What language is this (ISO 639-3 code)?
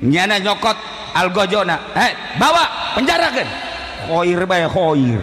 sun